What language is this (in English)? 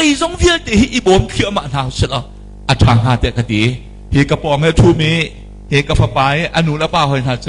Hakha Chin